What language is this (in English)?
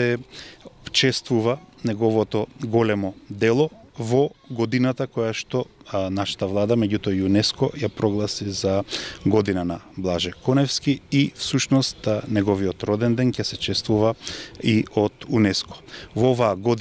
Macedonian